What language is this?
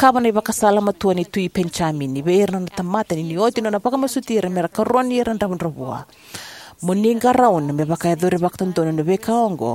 Fijian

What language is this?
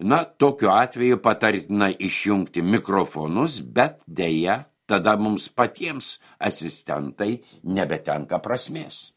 Lithuanian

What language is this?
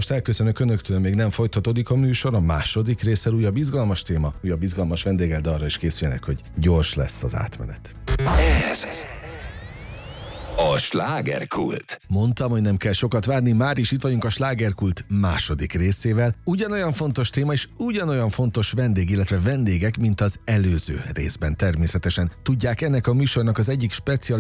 Hungarian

